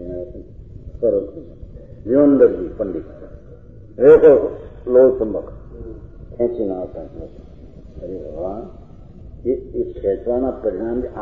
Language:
Gujarati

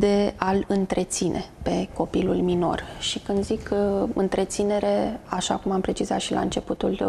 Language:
Romanian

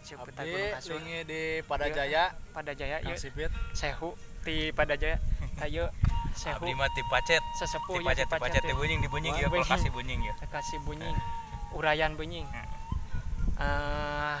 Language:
Sundanese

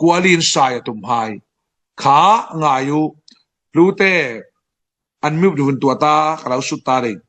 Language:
Falam Chin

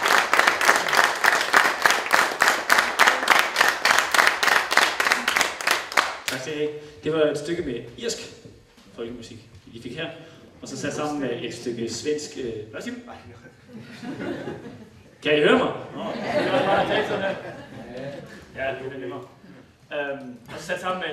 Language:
Danish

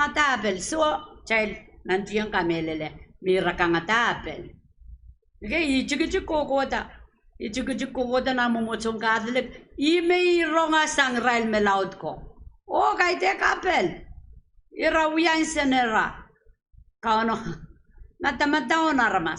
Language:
Pohnpeian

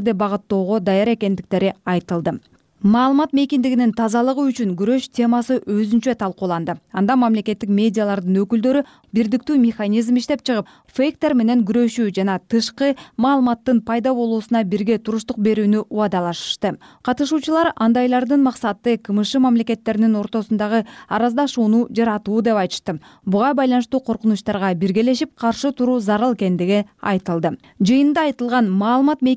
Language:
Kyrgyz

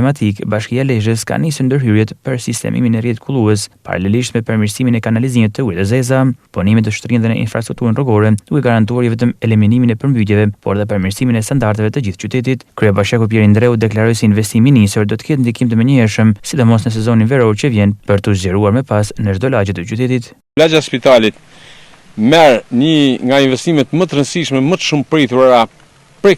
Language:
Albanian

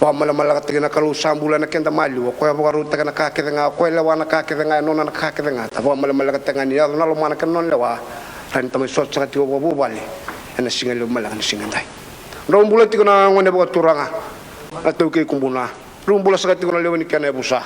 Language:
Fijian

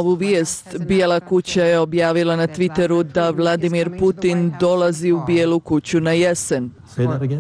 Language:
Serbian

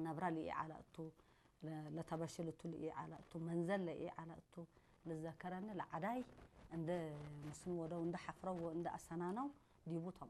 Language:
Tigrinya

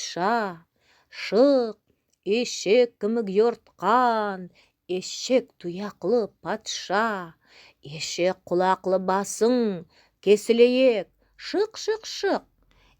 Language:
Nogai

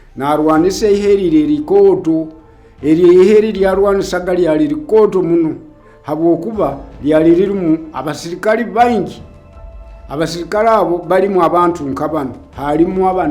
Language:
Nyoro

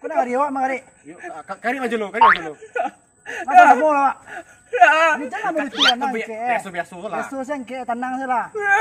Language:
Minangkabau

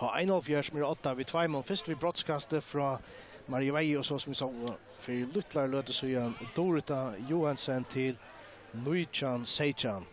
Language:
Faroese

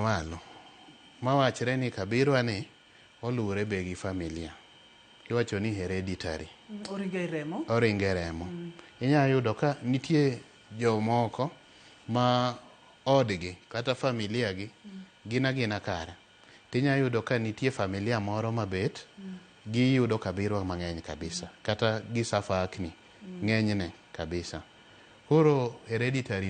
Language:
Luo (Kenya and Tanzania)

